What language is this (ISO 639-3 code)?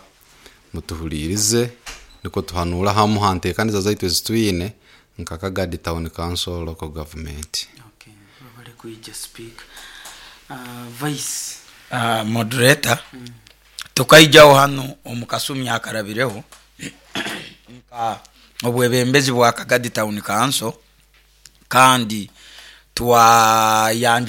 nyo